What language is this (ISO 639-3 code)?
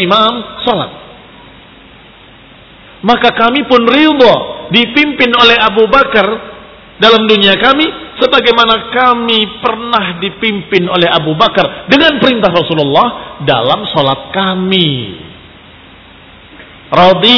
ind